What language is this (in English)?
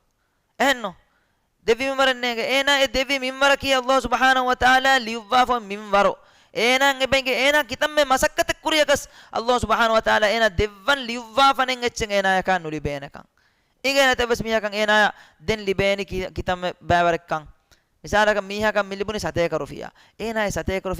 Divehi